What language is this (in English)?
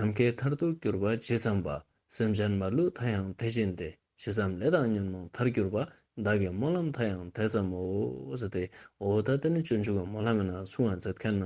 Ladakhi